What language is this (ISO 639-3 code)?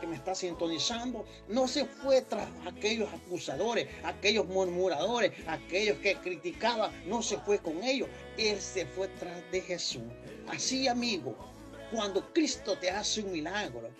spa